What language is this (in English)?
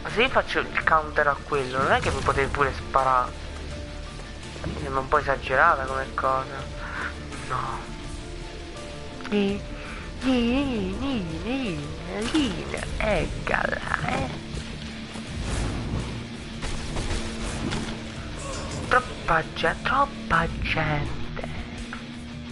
Italian